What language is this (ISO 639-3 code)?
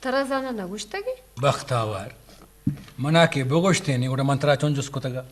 bgp